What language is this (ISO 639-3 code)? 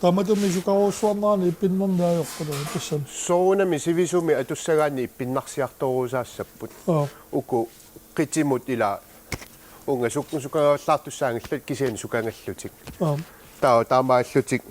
kal